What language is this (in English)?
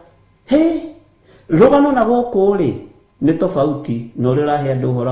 Kikuyu